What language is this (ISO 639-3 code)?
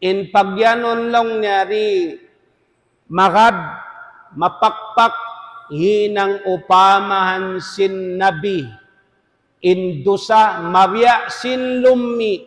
tsg